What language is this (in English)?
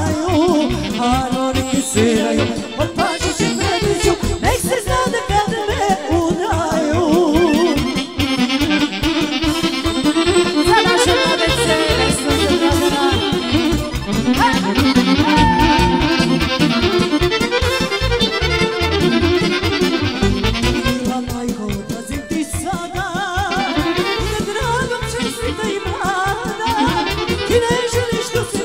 Serbian